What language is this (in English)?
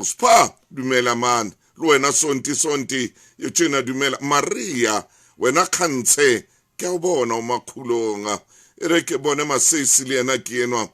Southern Sotho